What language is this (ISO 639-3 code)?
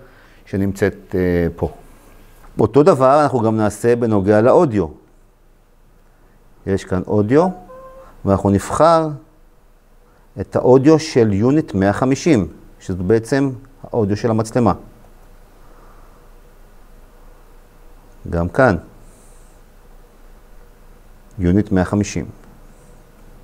heb